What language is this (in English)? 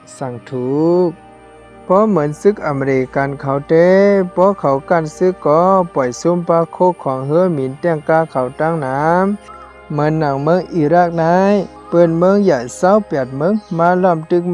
Shan